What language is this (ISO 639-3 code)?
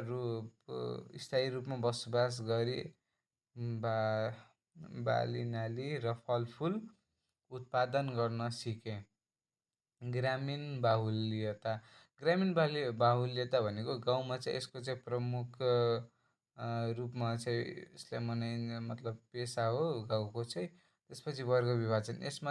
nep